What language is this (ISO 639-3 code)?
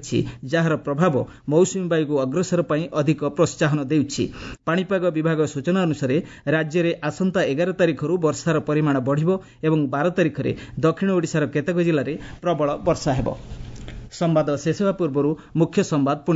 ori